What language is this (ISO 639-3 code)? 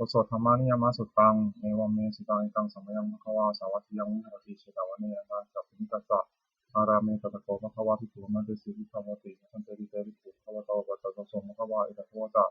pli